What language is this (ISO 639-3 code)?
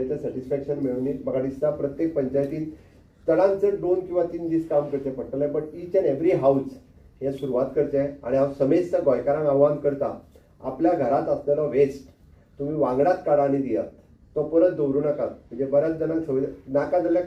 kok